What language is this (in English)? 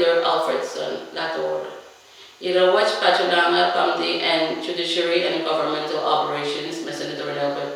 Pohnpeian